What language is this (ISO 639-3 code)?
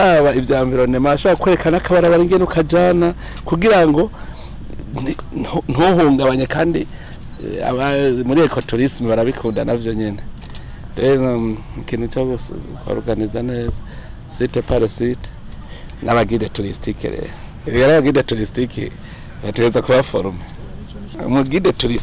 run